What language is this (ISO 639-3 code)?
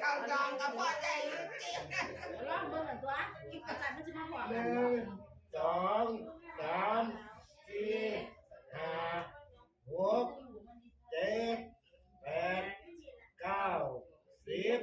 lao